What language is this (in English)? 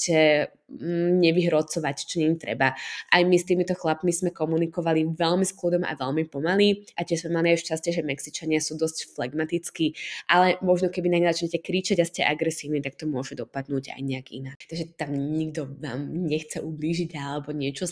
Slovak